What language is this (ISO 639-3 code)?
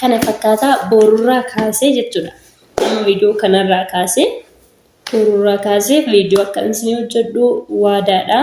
orm